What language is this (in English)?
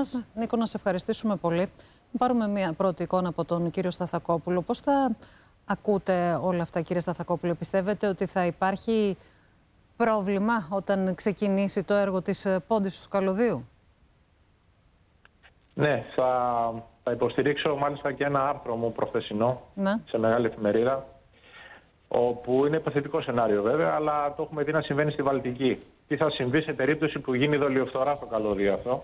Greek